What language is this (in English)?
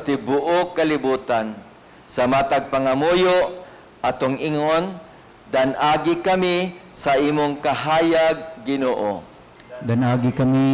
Cebuano